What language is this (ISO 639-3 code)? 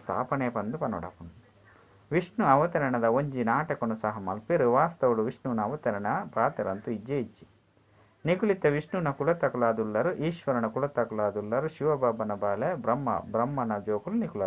tcy